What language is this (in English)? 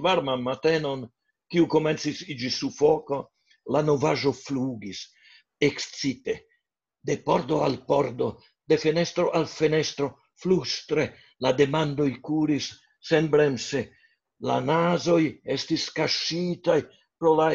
Esperanto